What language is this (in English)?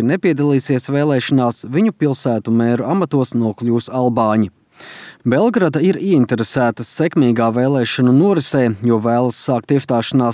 Latvian